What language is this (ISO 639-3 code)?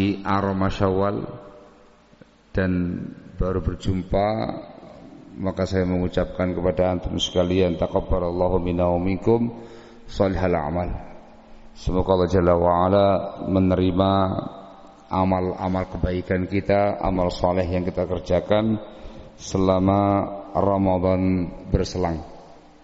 ind